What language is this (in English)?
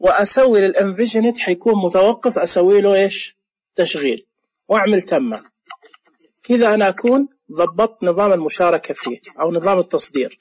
Najdi Arabic